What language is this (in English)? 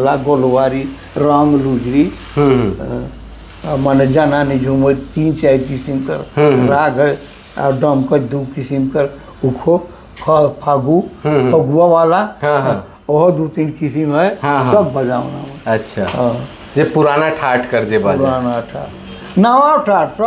Sadri